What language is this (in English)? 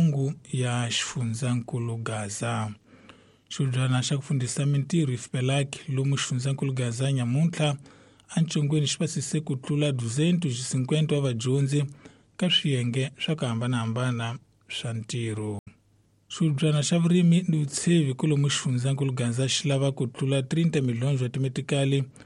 Tsonga